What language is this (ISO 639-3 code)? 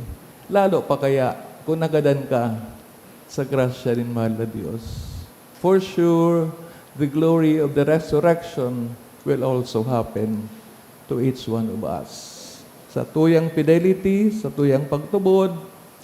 bik